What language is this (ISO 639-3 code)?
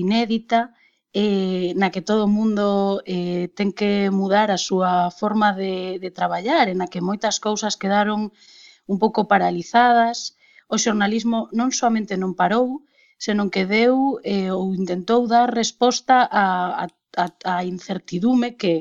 glg